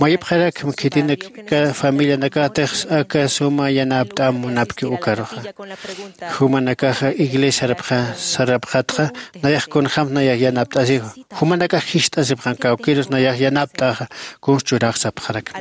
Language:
Aymara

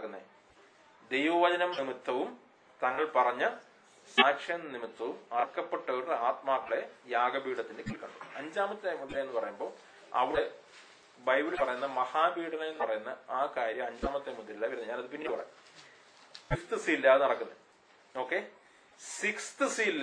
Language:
Malayalam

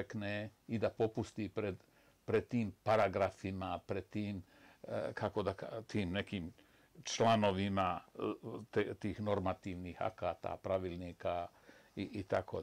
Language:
Bosnian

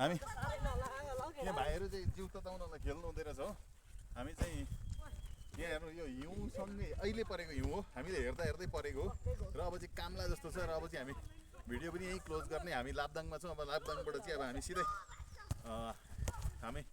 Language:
Nepali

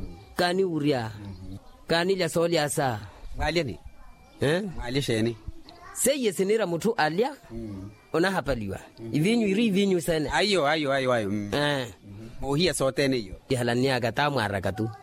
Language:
Makhuwa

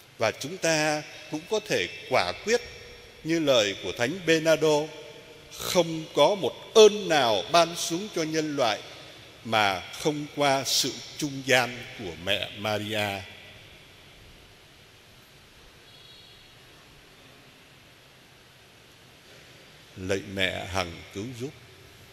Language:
Vietnamese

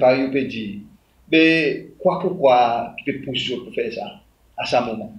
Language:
Seselwa Creole French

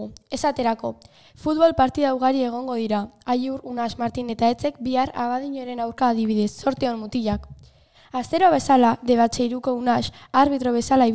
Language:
Basque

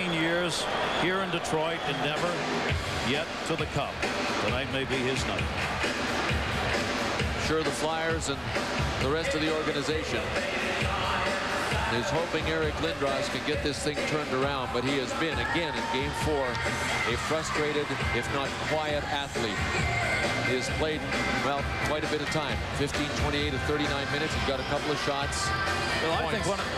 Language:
English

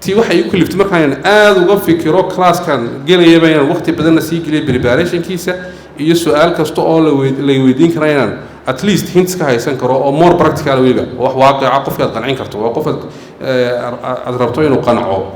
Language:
Somali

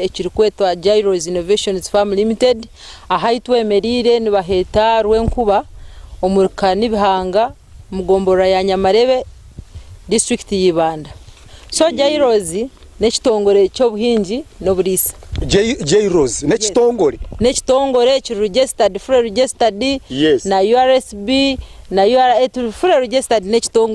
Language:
Nyankole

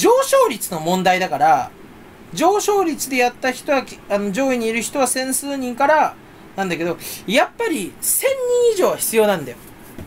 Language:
Japanese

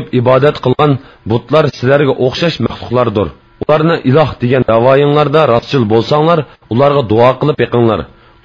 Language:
Uyghur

